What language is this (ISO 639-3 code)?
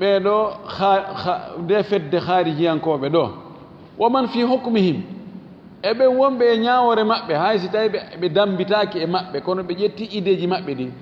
ful